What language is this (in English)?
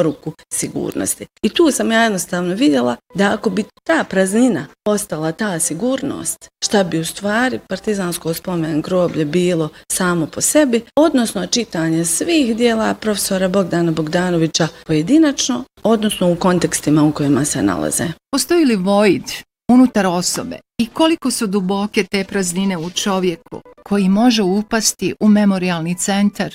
Bosnian